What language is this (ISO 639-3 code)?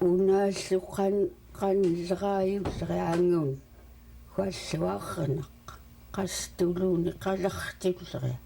esu